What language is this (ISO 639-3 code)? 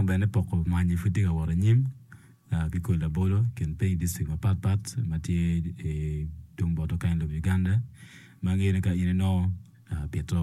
ach